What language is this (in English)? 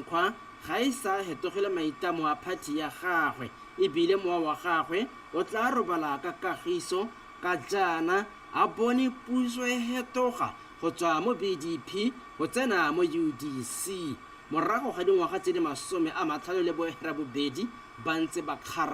Tswana